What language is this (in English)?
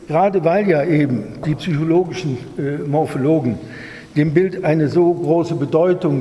German